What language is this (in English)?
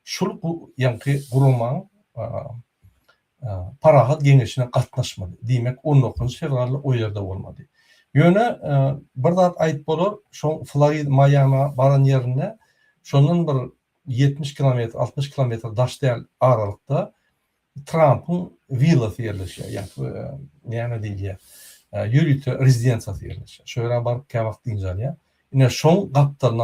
Turkmen